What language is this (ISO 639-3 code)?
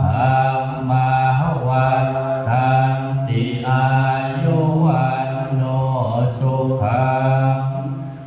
pli